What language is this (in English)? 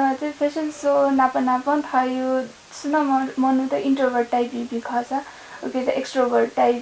Newari